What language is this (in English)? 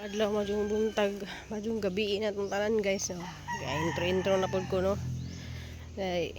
Cebuano